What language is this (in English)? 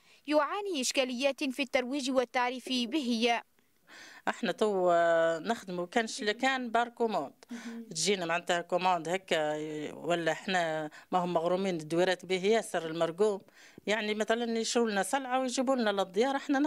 Tunisian Arabic